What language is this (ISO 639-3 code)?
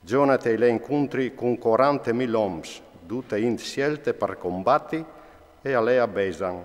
fur